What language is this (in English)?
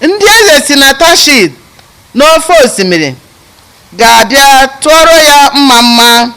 Igbo